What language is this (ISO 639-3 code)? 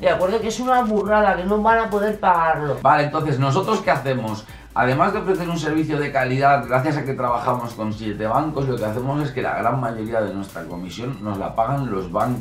spa